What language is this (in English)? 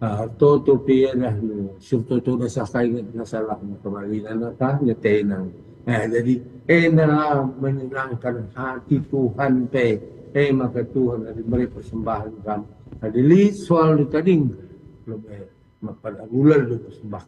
Batak Karo